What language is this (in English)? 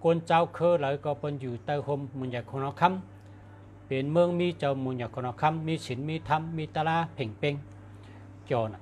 Shan